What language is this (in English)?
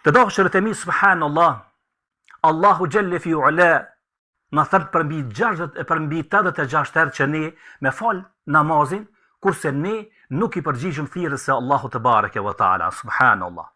Albanian